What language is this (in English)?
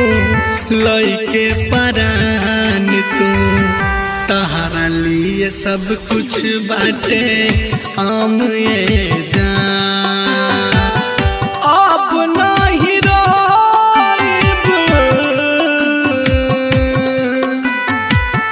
Bhojpuri